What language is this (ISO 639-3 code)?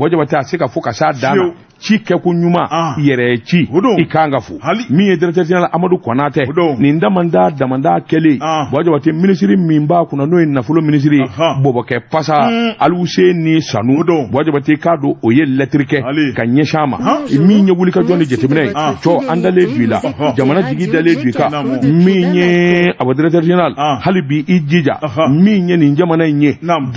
bam